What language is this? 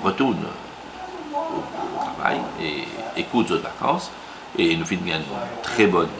Morisyen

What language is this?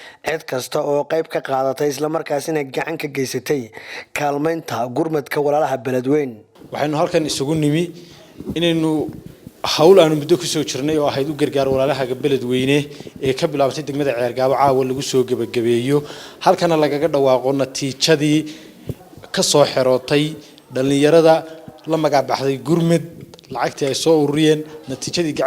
Somali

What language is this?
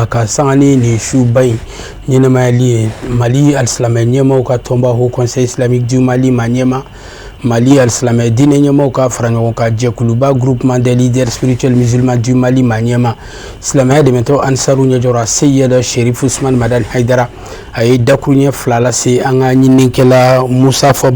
Bambara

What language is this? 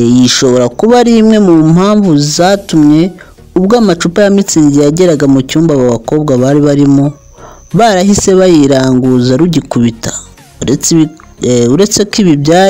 Kinyarwanda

